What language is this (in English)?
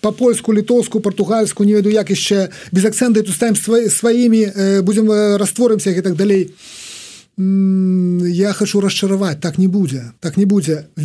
Belarusian